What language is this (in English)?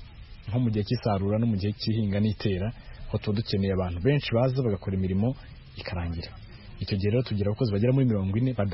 Kinyarwanda